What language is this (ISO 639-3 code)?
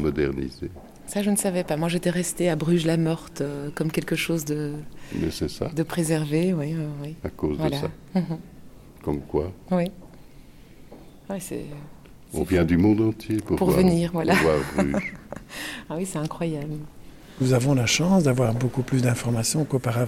fra